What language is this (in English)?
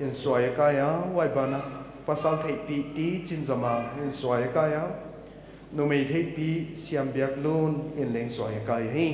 Paite Chin